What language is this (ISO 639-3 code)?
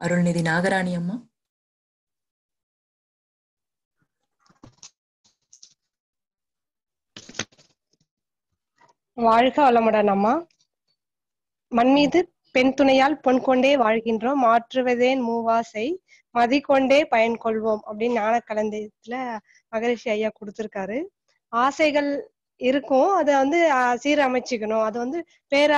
tam